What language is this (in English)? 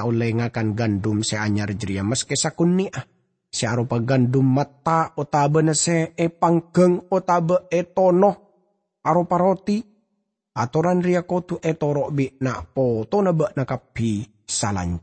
Madurese